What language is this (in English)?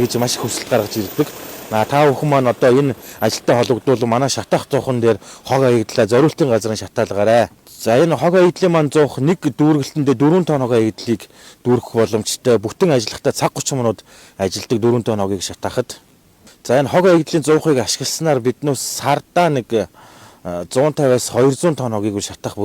Mongolian